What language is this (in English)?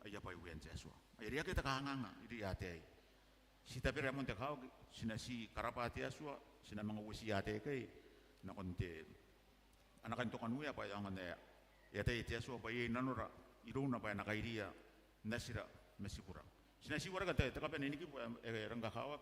Gilbertese